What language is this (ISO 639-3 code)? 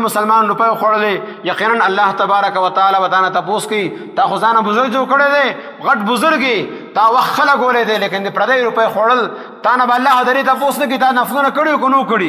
pus